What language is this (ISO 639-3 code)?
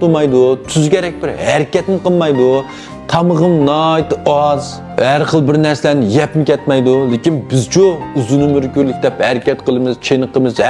uig